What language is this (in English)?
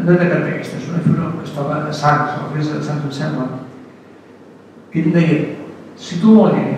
Catalan